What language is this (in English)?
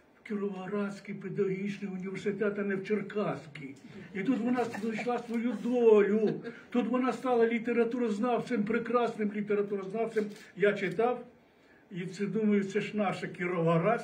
Ukrainian